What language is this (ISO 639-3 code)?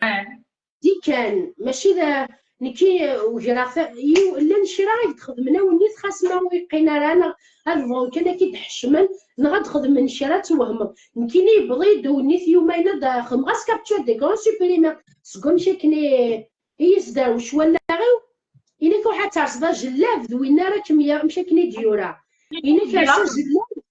kab